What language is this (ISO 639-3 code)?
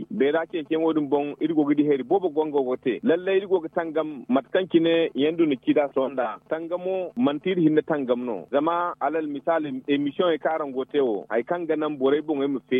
dje